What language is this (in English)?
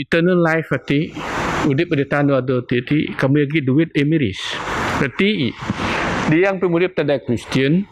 Biatah Bidayuh